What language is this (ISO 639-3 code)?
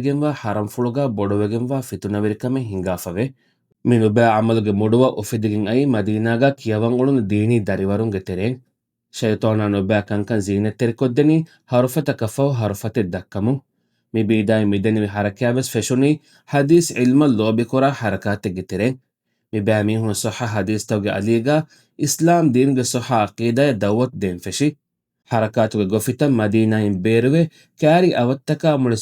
div